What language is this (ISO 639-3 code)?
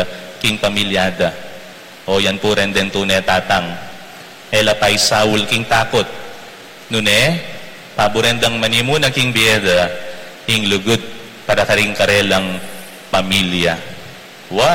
pam